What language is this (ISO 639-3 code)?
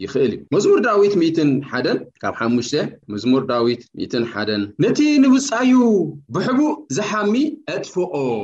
tir